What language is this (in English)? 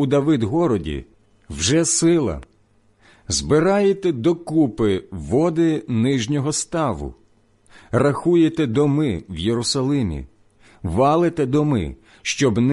Ukrainian